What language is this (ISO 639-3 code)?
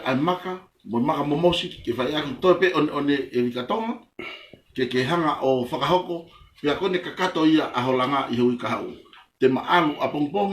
ton